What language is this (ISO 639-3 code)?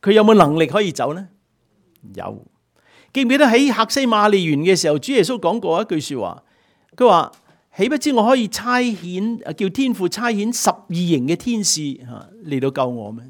yue